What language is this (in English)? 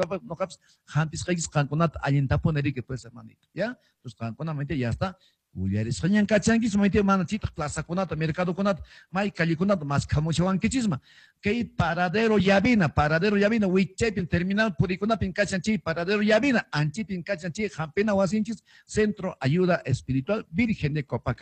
Quechua